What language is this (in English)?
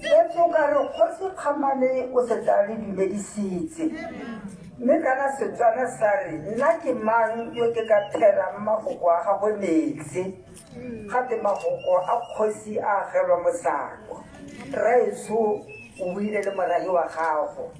Tswana